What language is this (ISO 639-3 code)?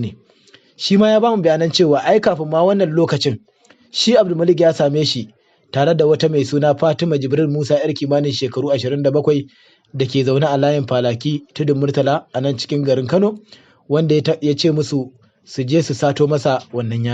hau